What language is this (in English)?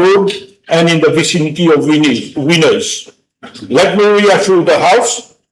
Morisyen